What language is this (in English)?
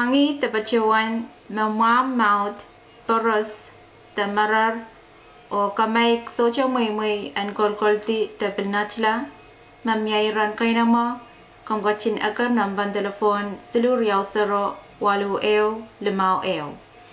Pohnpeian